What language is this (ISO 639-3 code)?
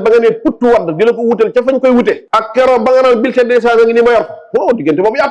wol